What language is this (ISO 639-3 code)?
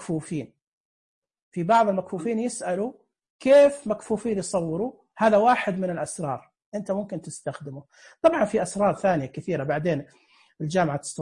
ars